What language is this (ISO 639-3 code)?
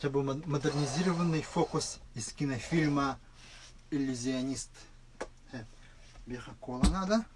sah